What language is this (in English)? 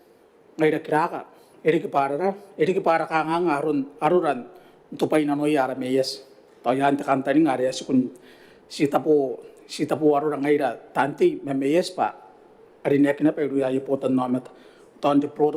Gilbertese